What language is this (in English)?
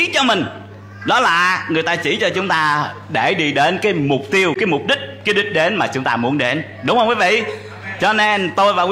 Vietnamese